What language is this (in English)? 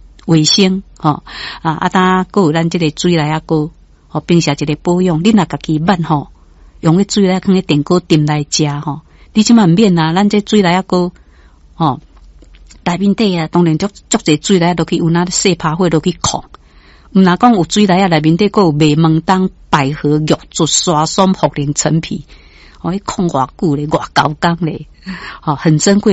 Min Nan Chinese